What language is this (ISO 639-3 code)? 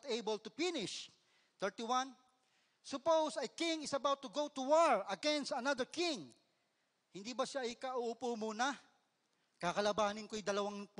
fil